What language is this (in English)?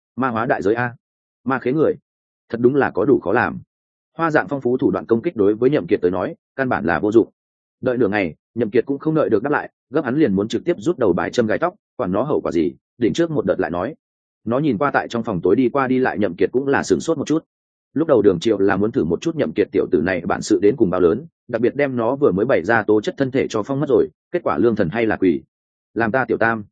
Vietnamese